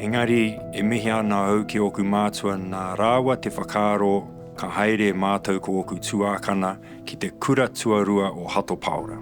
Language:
Māori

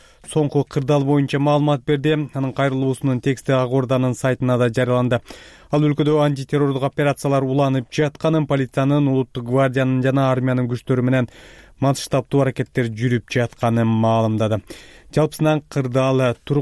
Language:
Kyrgyz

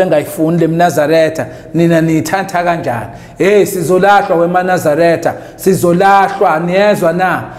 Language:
Zulu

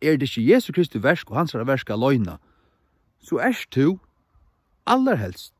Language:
Faroese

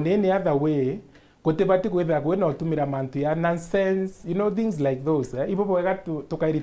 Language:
Meru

